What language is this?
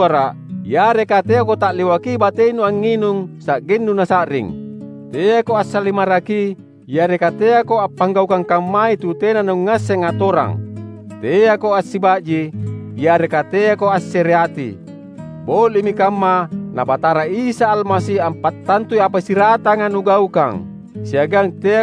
Makasar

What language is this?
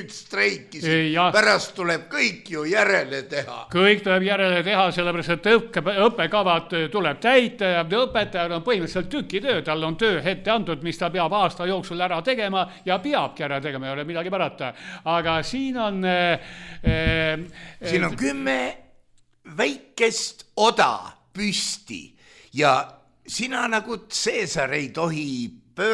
Estonian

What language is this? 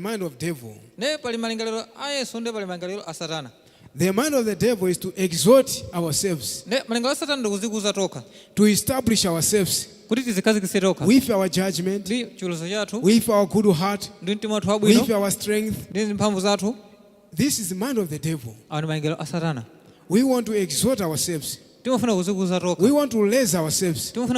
Nyanja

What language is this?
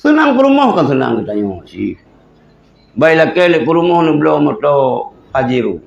Achinese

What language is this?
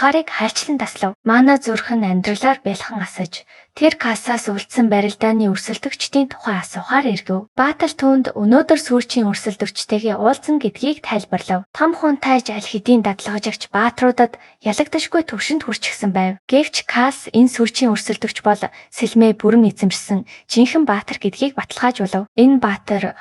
Mongolian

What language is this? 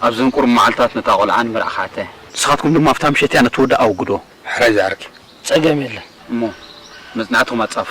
Tigrinya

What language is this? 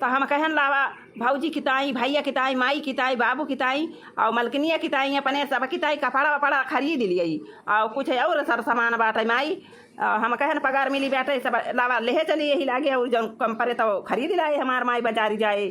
Awadhi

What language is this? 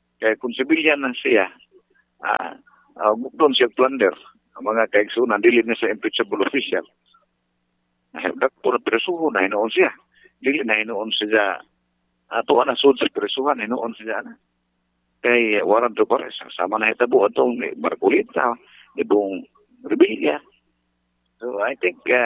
Cebuano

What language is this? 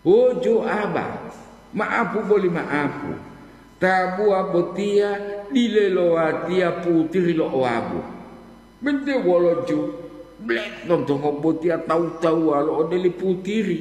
Gorontalo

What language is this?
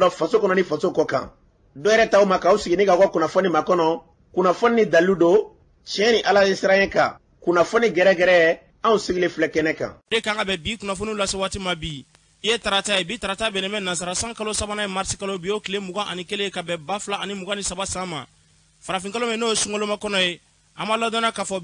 Bambara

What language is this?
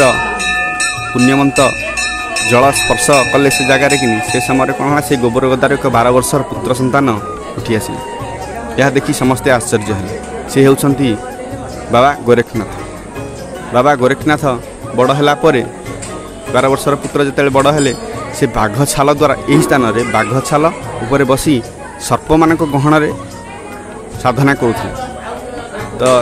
Odia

